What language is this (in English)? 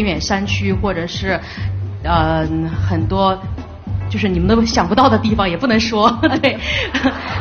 Chinese